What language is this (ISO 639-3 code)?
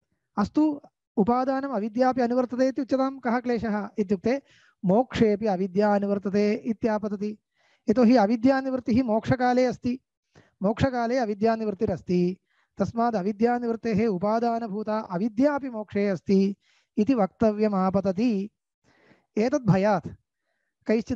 san